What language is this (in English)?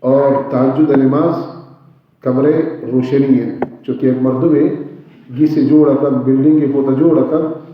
Baluchi